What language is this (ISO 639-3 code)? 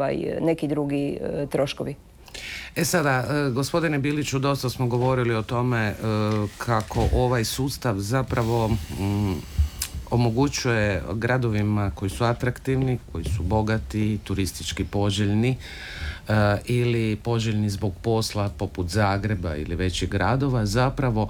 hrv